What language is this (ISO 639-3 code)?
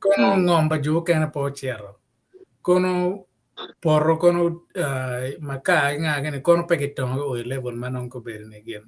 ach